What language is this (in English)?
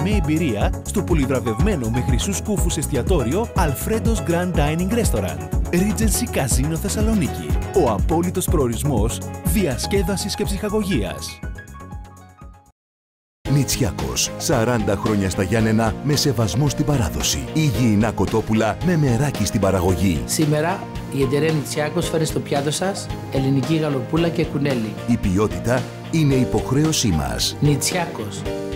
Greek